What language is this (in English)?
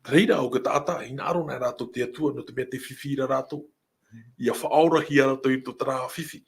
Tahitian